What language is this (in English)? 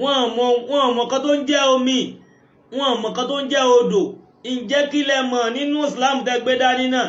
Yoruba